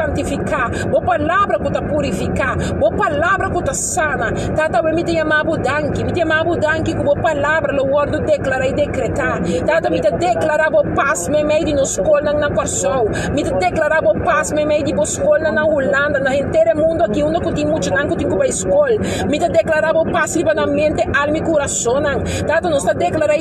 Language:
Papiamento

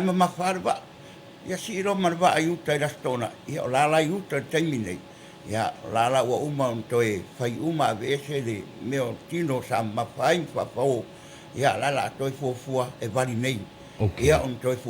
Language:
Samoan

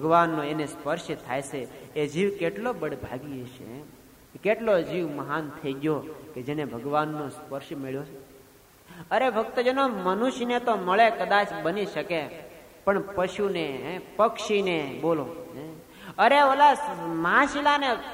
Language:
Gujarati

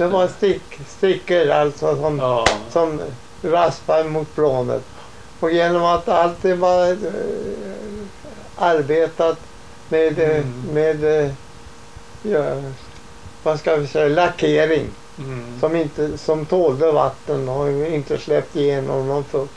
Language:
Swedish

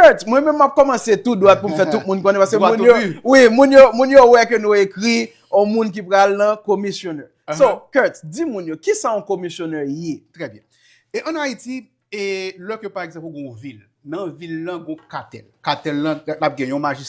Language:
Haitian Creole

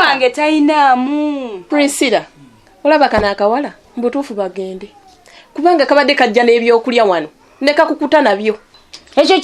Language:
Ganda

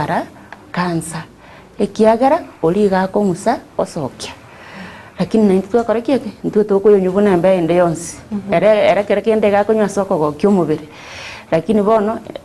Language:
Gusii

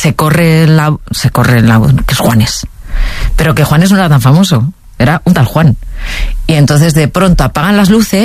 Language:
Spanish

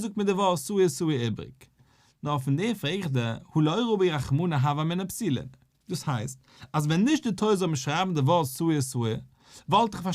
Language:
Yiddish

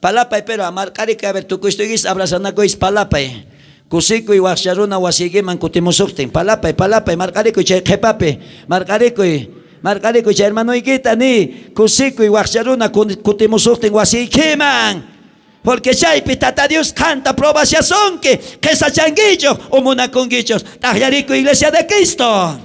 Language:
South Bolivian Quechua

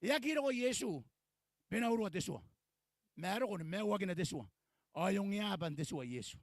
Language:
Gilbertese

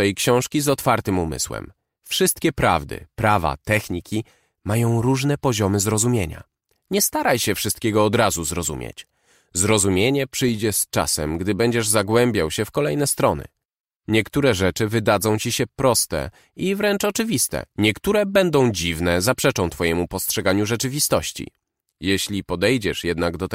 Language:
Polish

